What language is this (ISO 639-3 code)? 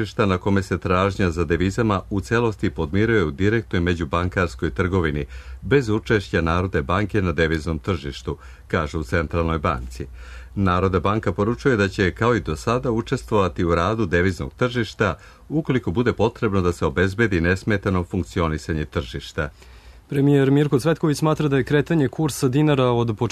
srp